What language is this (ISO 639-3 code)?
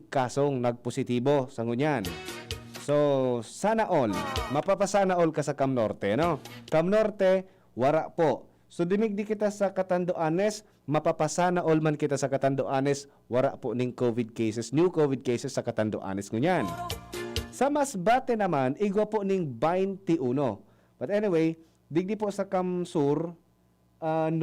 bik